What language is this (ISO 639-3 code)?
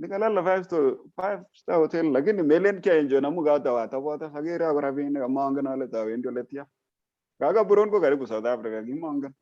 kln